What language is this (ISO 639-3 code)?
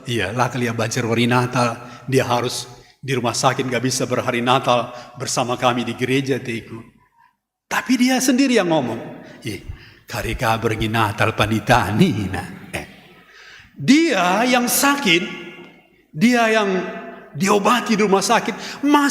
btx